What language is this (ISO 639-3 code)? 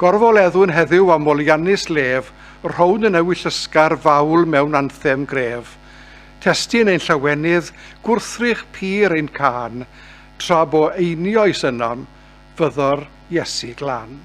cym